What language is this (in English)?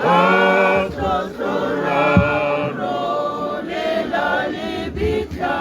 Tswana